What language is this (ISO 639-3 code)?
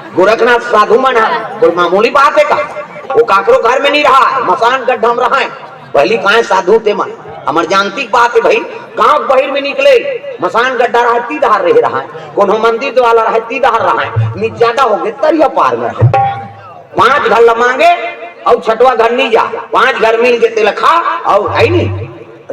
hne